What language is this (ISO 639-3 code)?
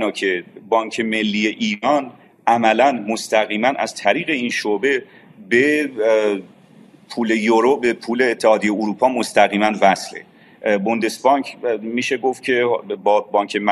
fas